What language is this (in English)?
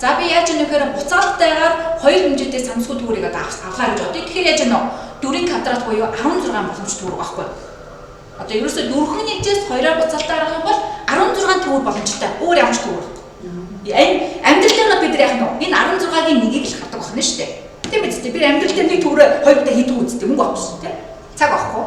Mongolian